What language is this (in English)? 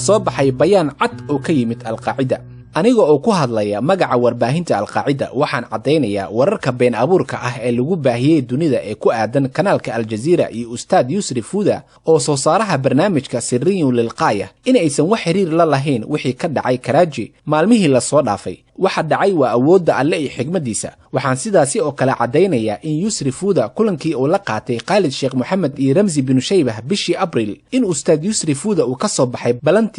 Somali